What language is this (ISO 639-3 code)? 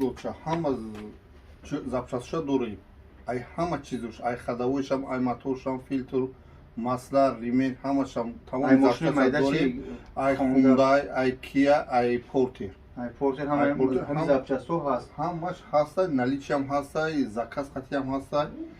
tgk